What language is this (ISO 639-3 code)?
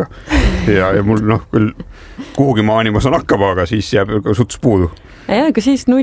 est